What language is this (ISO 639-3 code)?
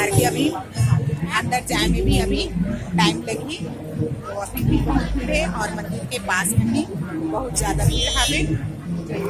hne